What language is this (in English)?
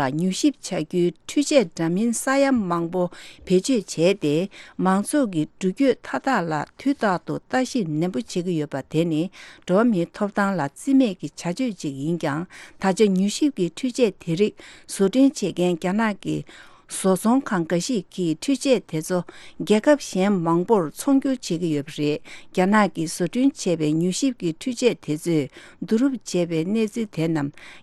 Tibetan